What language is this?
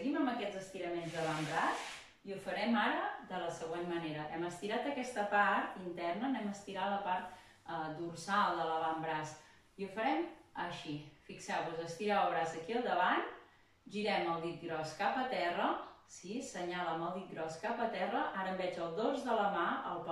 Catalan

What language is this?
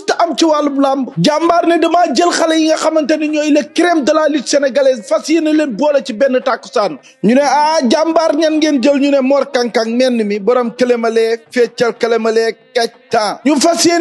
Wolof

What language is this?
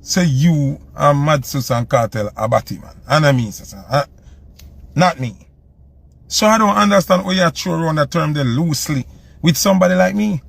Jamaican Creole English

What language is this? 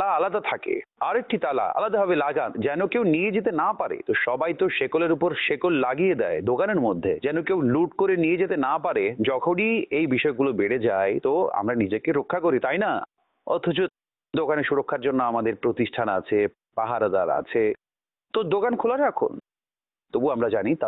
Bangla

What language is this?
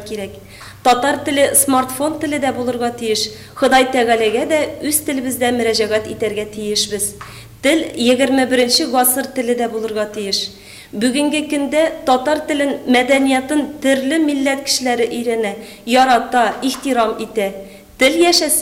Tatar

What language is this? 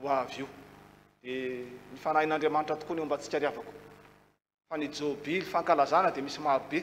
Malagasy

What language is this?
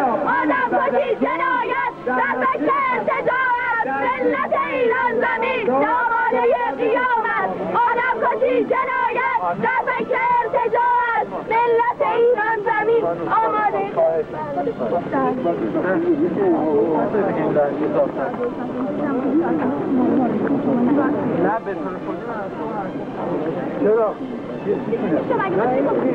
Persian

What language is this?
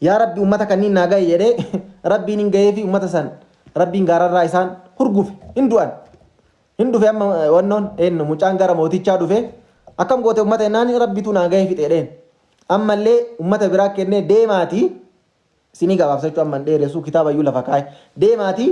Oromo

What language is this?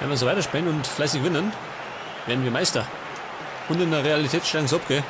Bavarian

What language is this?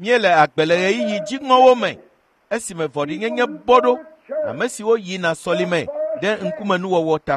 Ewe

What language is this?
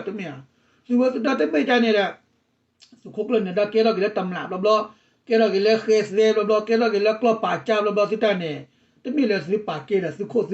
S'gaw Karen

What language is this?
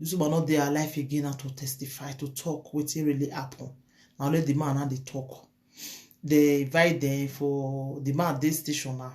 Nigerian Pidgin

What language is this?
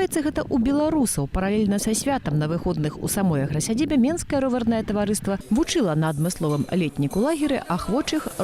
Belarusian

